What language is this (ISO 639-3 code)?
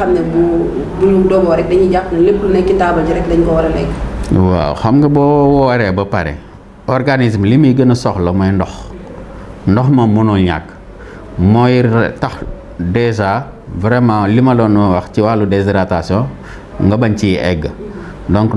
wol